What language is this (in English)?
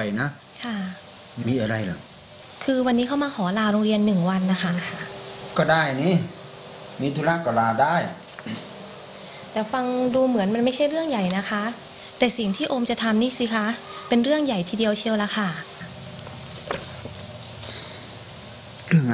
Thai